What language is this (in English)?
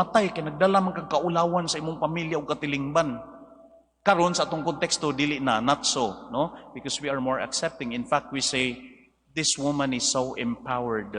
Cebuano